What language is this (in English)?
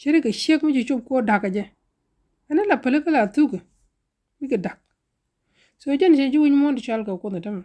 Nuer